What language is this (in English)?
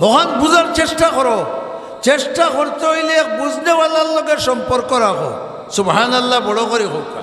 Sylheti